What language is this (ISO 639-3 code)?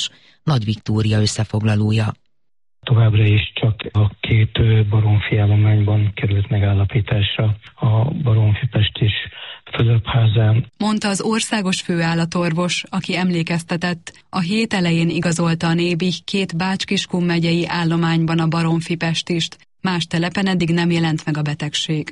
hun